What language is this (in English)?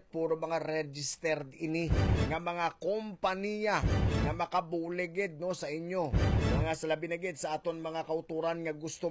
Hiligaynon